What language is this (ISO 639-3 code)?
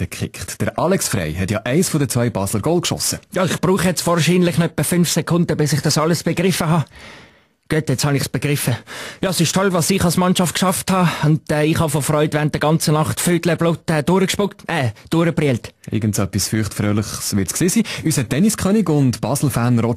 gsw